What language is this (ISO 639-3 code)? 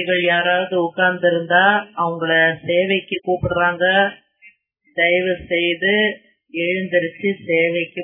tam